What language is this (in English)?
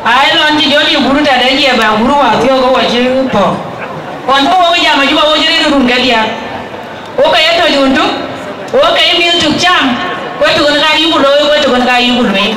Dinka